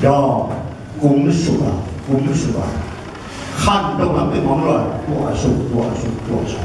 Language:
Tedim Chin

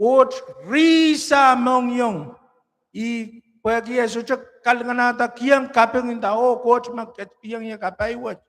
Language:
Pohnpeian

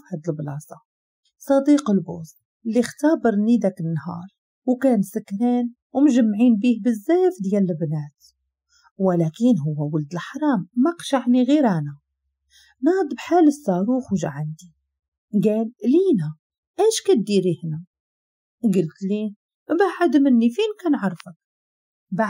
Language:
Moroccan Arabic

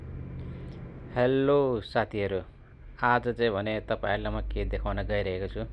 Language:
Nepali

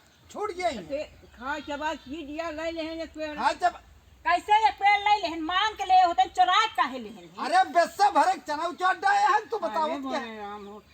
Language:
Awadhi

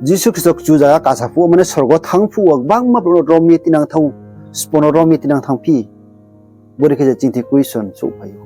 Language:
Riang (India)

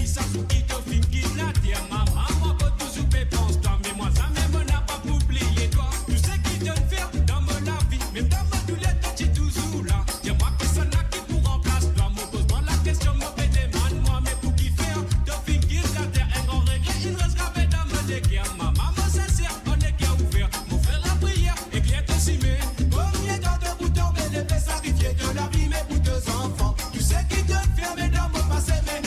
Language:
Morisyen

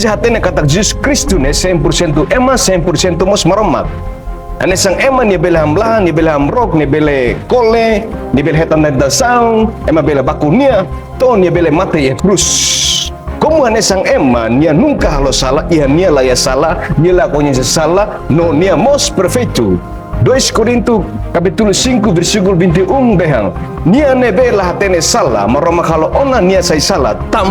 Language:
Tetum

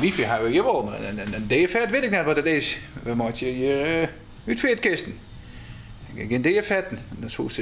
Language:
Western Frisian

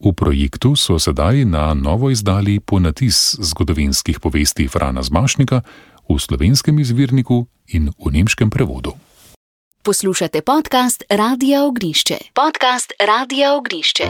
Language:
Slovenian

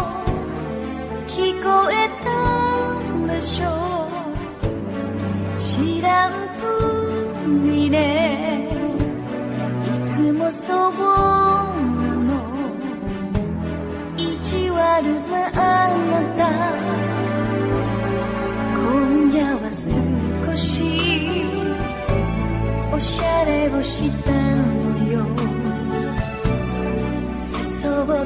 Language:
Japanese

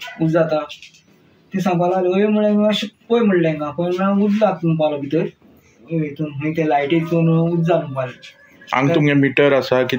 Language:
Konkani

